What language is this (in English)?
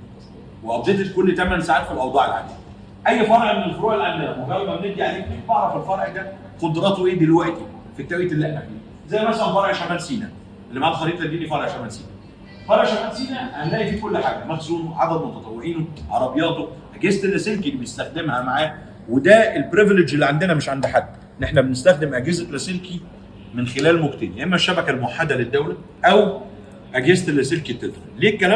Egyptian Arabic